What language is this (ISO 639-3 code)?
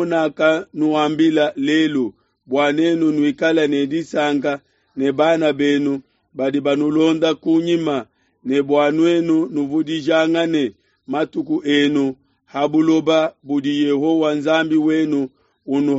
lua